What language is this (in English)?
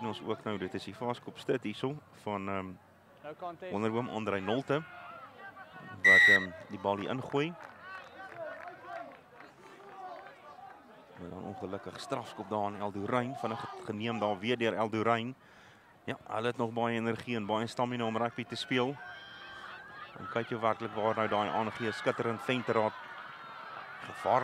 Afrikaans